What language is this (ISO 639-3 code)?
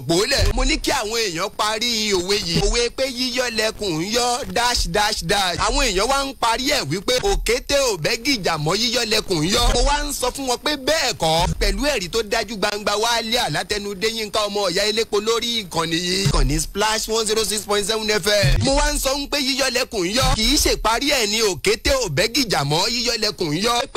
yor